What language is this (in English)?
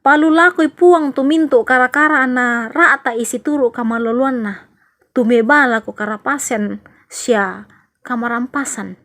Toraja-Sa'dan